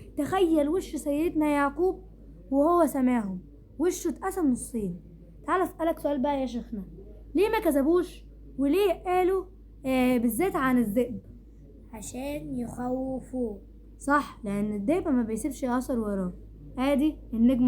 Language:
Egyptian Arabic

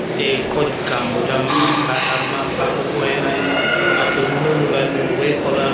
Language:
Tetela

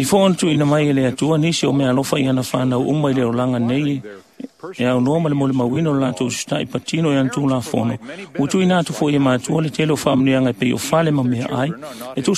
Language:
Samoan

